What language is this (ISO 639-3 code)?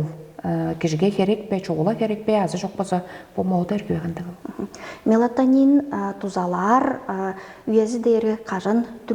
tyv